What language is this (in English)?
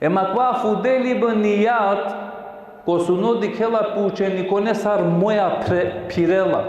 Balkan Romani